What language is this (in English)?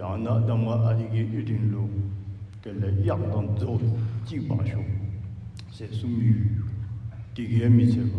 Tibetan